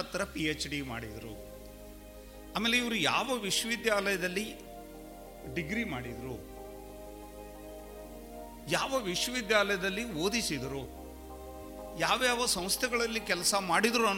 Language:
Kannada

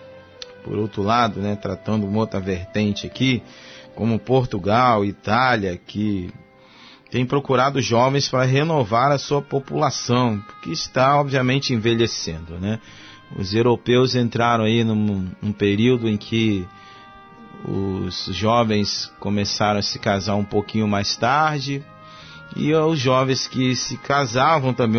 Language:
Portuguese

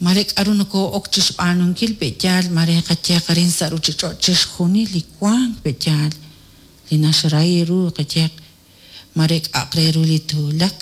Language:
Kekchí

